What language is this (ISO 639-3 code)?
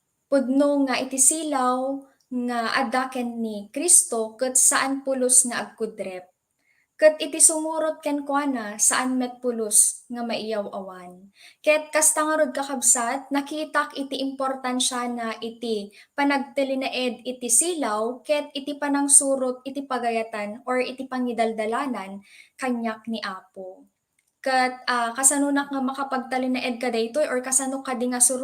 ilo